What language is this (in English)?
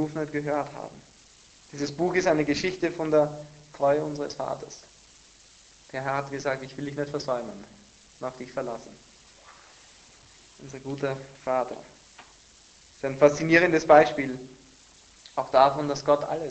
German